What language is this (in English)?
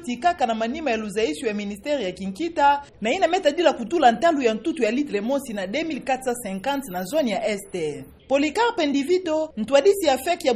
Kituba (Democratic Republic of Congo)